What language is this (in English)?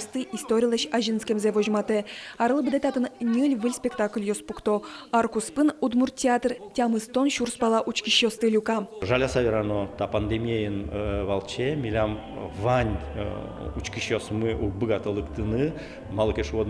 Udmurt